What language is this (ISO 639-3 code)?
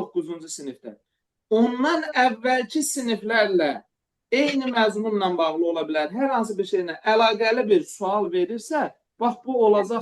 aze